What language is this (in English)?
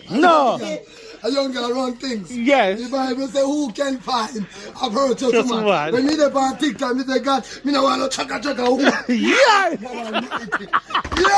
Jamaican Creole English